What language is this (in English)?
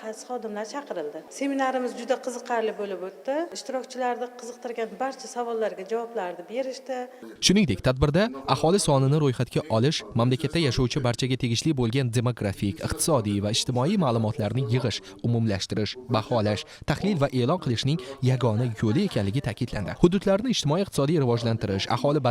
Uzbek